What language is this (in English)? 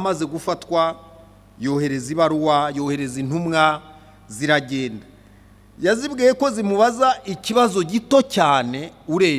Kinyarwanda